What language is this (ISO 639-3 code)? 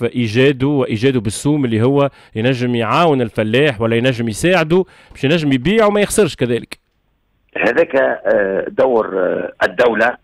aeb